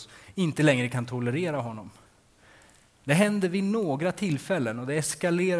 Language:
Swedish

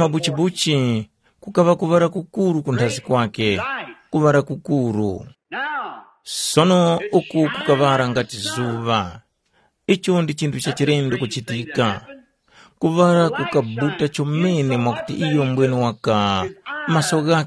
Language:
Tumbuka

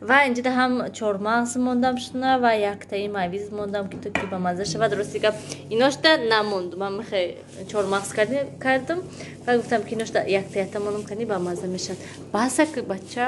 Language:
Tajik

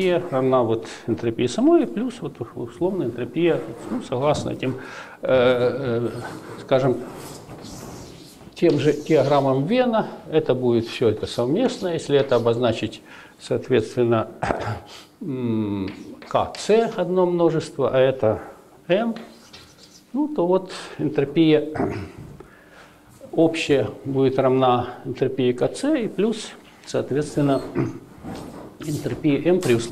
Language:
Russian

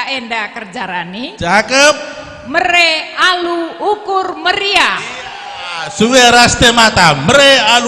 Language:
Batak Karo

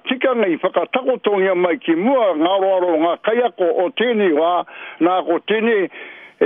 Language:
Māori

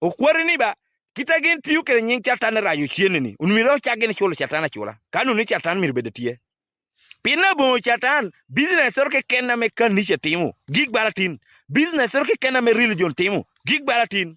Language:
Acoli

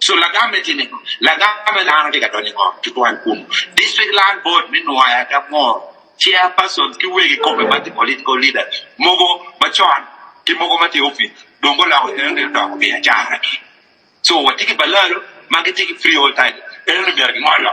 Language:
Acoli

